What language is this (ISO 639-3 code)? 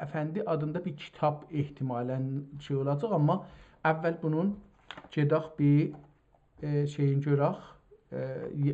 azb